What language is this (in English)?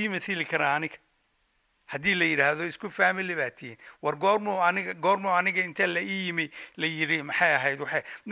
Somali